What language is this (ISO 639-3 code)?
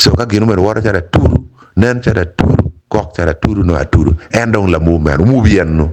ach